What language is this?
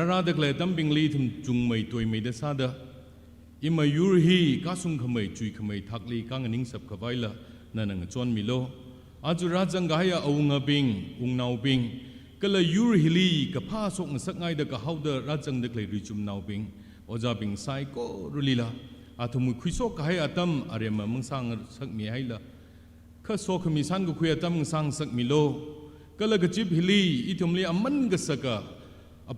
Tangkhul Naga (India)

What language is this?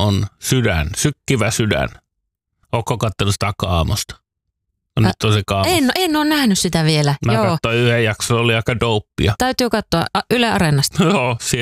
Finnish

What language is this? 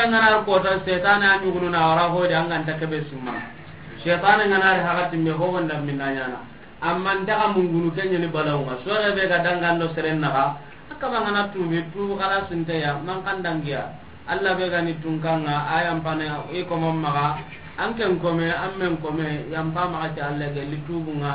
Soninke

